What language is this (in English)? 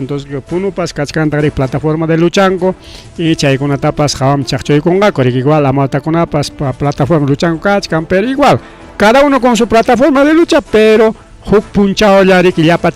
Ayacucho Quechua